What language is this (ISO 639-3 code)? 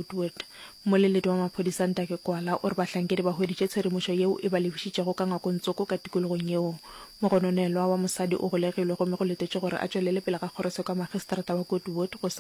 nso